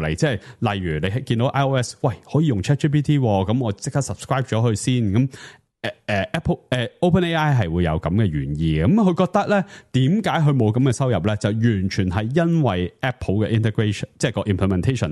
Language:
Cantonese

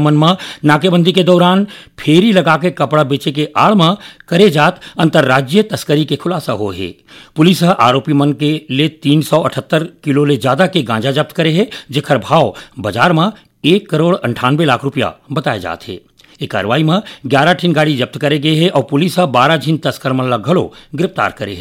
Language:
Chhattisgarhi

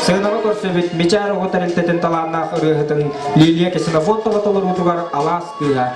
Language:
Yakut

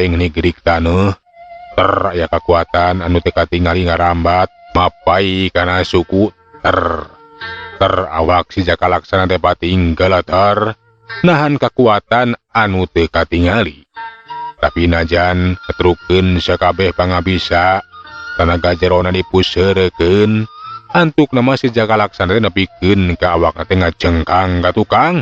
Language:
Sundanese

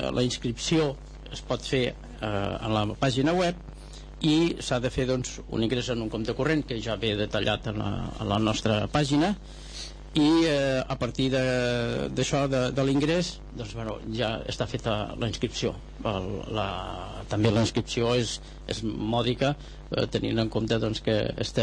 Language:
Catalan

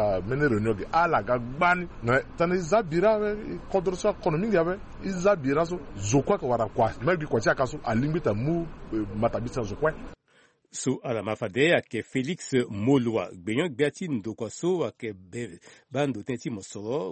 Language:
Sango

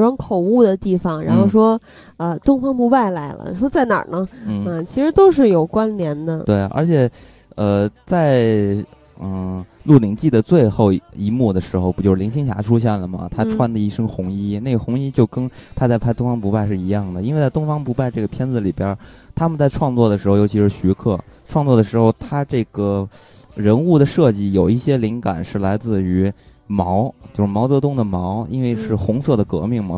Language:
Chinese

